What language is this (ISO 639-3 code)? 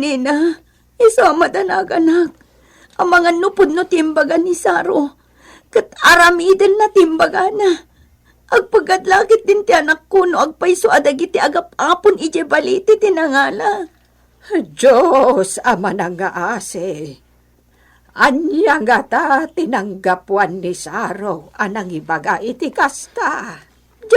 ilo